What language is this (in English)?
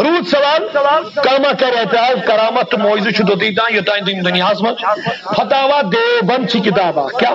Kashmiri